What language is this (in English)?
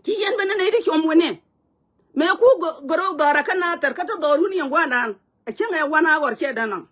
Nuer